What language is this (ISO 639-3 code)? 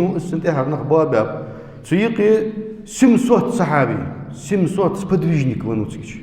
inh